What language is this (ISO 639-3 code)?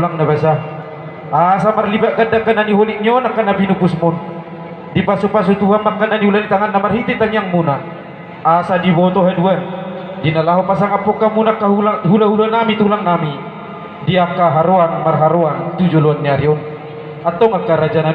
bbc